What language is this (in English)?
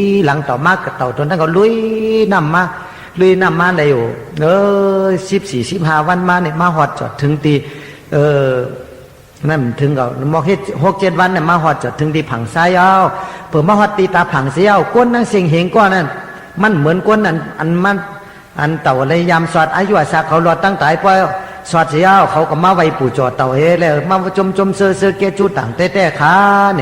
Shan